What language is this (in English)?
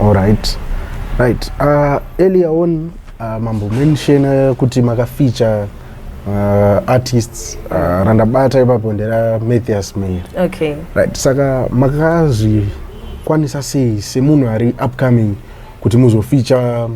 Shona